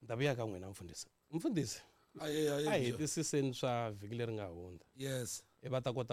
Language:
Tsonga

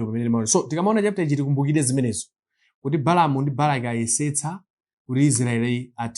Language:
Nyanja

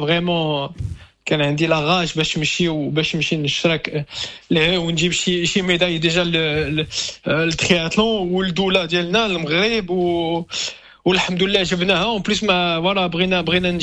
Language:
Moroccan Arabic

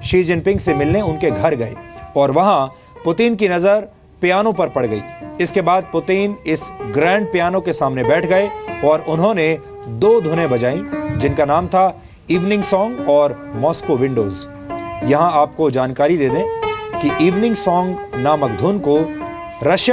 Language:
Hindi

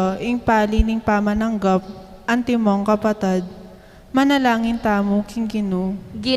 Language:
Pampanga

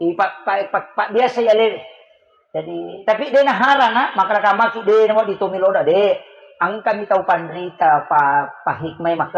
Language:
Buginese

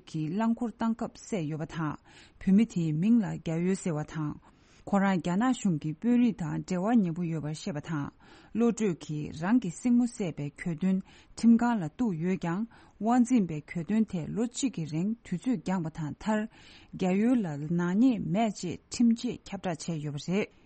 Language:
Tibetan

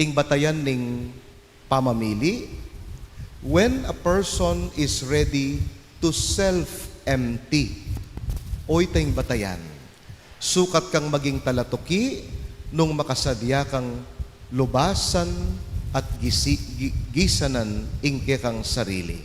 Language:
Pampanga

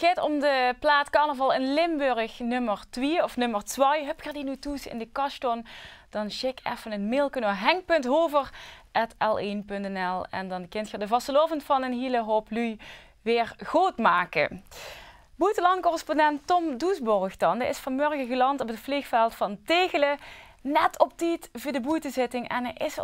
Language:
Limburgish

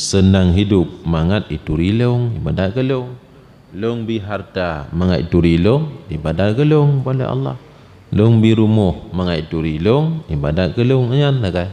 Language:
Achinese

